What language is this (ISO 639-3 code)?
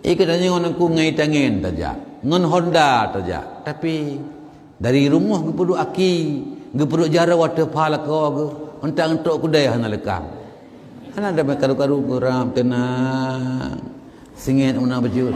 ace